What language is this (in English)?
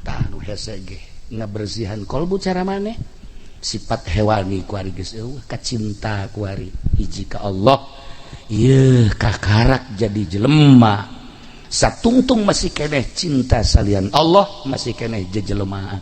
Sundanese